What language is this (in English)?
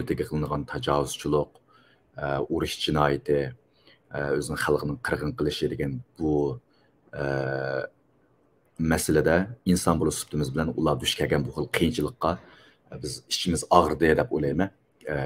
Uyghur